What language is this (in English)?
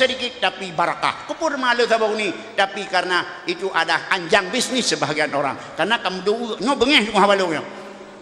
Achinese